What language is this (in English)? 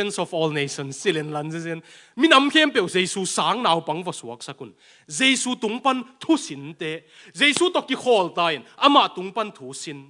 Tedim Chin